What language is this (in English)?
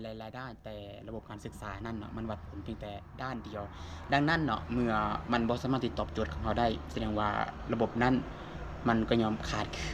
Lao